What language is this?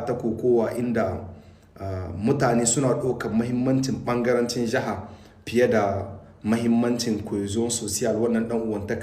Hausa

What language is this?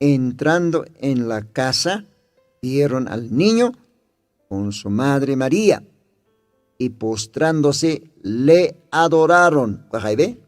Aymara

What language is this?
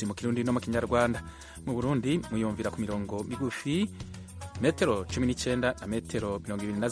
Kinyarwanda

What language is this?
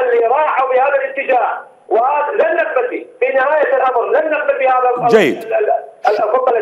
Mesopotamian Arabic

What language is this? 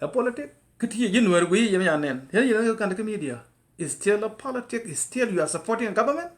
Nuer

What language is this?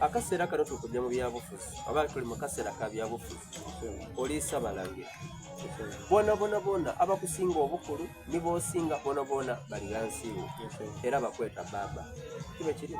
Soga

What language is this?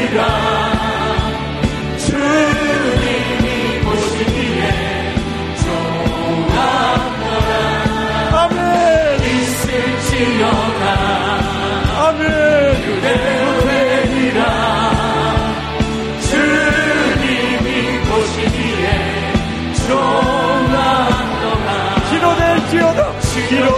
Korean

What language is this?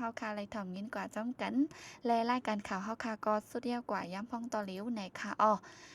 Shan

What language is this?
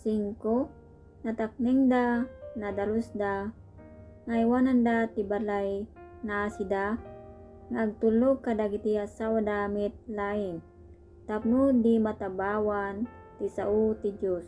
Iloko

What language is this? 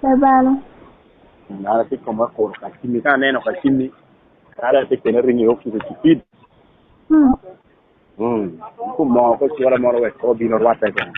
Lango (Uganda)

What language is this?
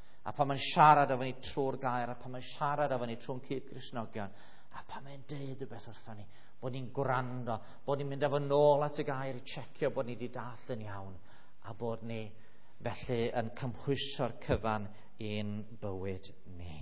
Welsh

